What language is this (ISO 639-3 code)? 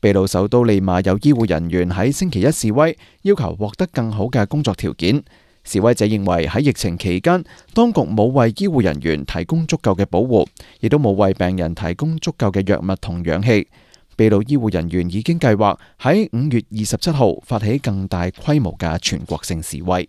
yue